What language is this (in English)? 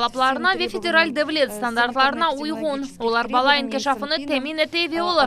Crimean Tatar